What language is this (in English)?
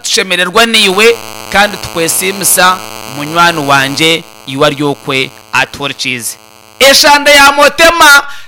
Nyankole